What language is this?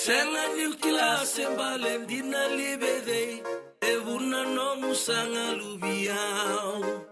Fijian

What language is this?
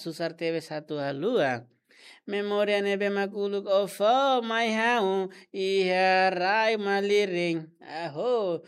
Tetum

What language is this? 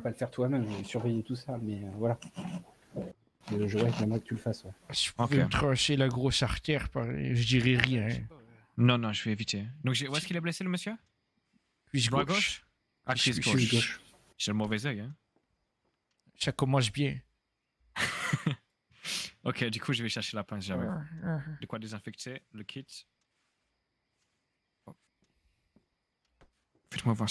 French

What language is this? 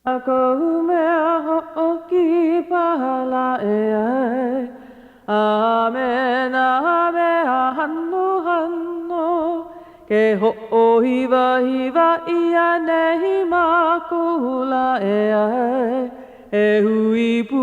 Hawaiian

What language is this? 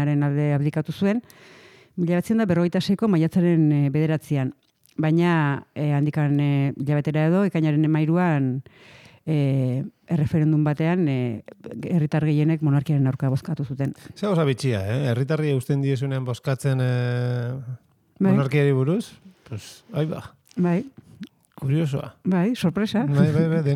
Basque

